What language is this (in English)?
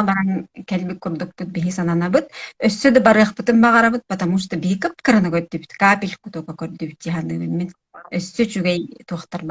Yakut